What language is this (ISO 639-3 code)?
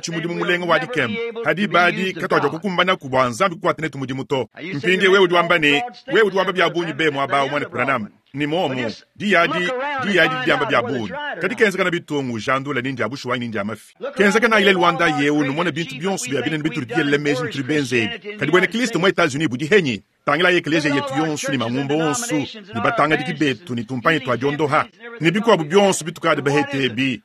lua